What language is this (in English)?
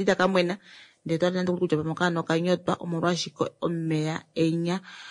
Kuanyama